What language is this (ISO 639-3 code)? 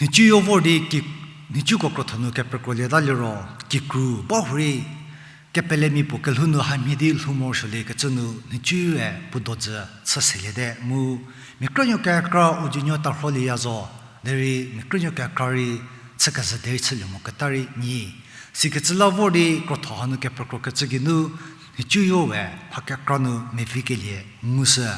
njm